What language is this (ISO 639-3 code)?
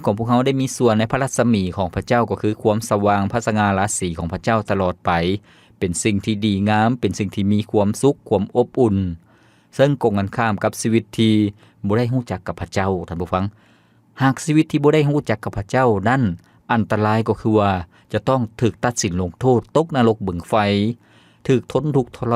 lao